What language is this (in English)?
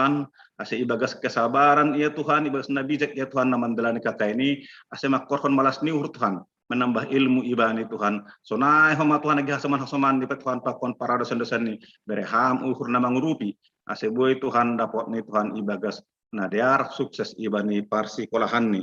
Batak Simalungun